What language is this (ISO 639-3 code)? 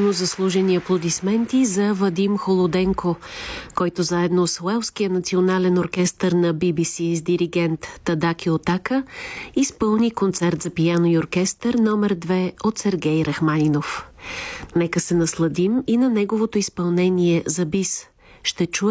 bul